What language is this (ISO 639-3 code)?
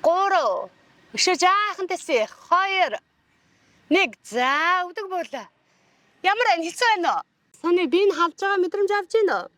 mon